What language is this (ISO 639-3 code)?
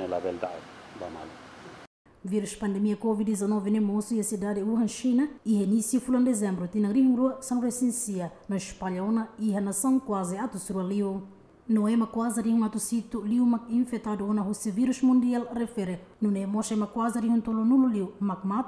tet